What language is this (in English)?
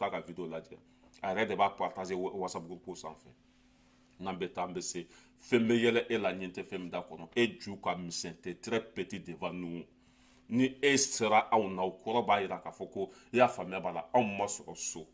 Bambara